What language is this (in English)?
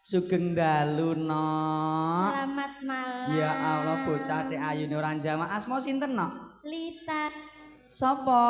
Javanese